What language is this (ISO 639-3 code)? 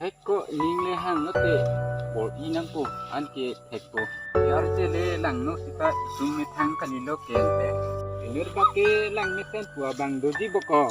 mjw